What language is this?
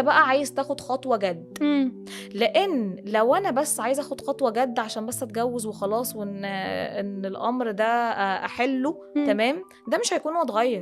Egyptian Arabic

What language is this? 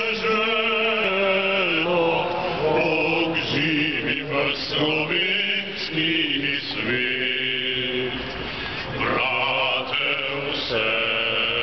Slovenian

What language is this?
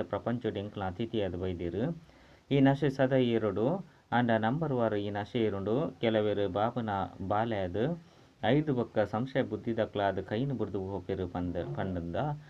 Tulu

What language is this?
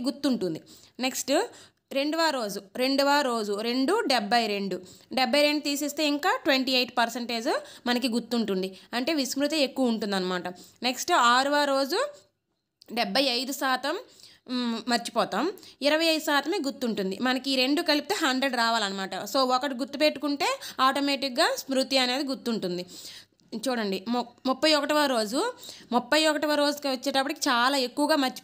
Telugu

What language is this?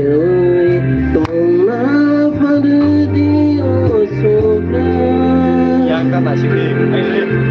Kok Borok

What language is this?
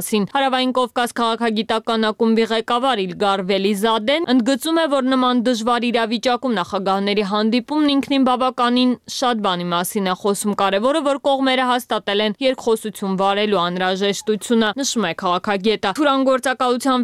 Armenian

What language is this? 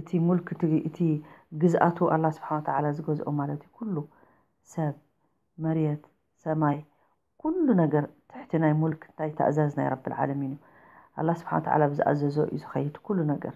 Tigrinya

